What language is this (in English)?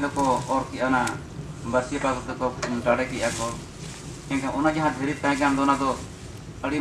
Santali